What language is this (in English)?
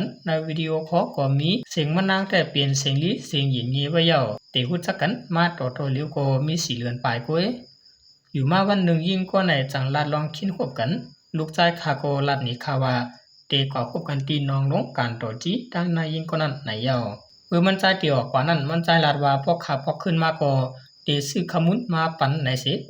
Shan